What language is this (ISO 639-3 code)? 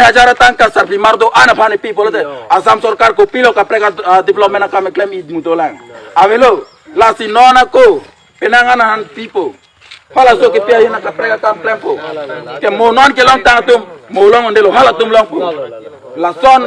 mjw